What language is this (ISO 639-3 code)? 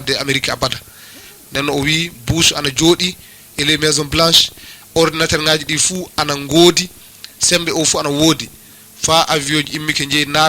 ful